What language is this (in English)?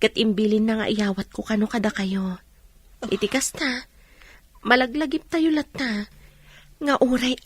Iloko